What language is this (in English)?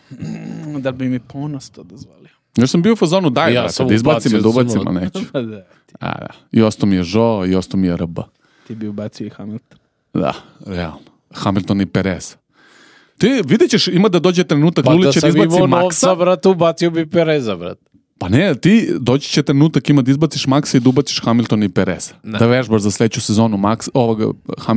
Serbian